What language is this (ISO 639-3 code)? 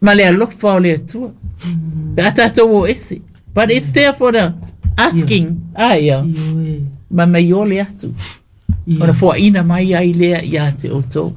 smo